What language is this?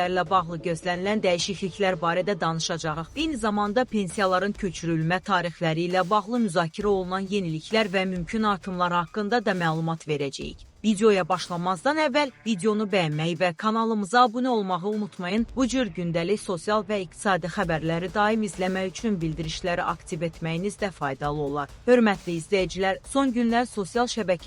Azerbaijani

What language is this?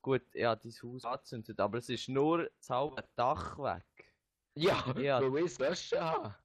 Swiss German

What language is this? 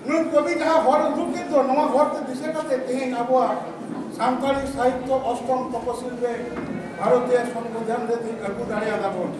Santali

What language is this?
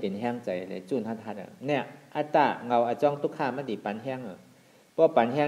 Shan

